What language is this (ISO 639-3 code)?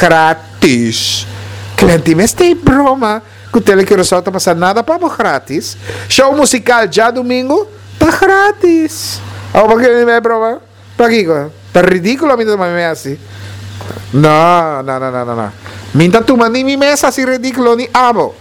pap